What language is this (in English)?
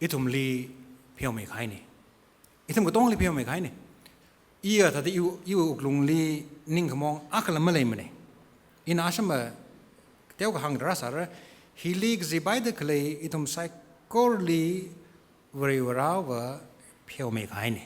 Tangkhul Naga (India)